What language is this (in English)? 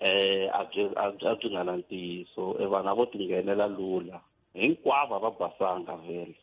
Tsonga